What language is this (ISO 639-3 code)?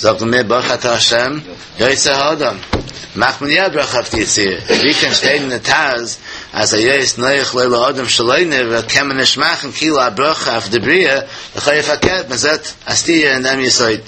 yid